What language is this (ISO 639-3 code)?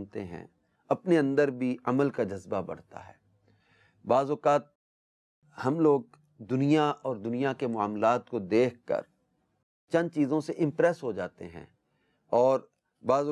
urd